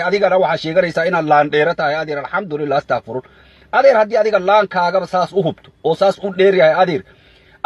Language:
Somali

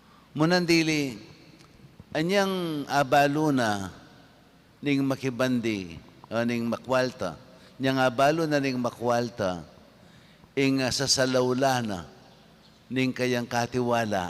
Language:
Pampanga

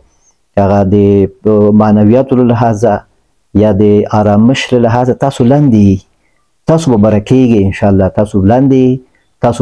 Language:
Pashto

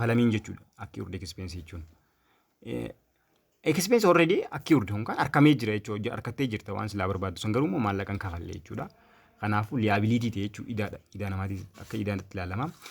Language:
Oromo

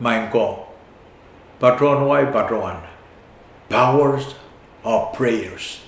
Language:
Pohnpeian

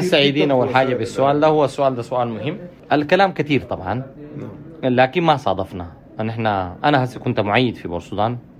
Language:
Sudanese Arabic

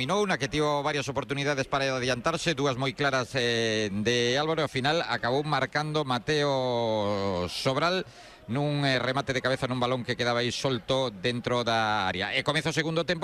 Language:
Galician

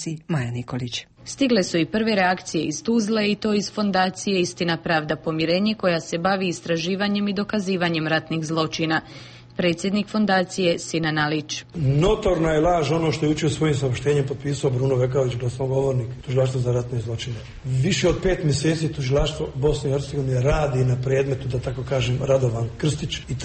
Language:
Bosnian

